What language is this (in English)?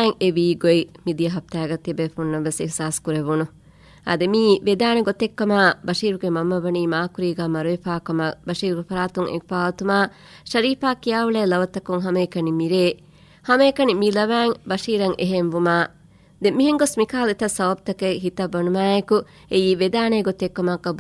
Divehi